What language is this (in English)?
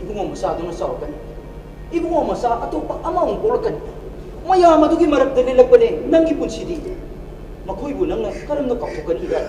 Manipuri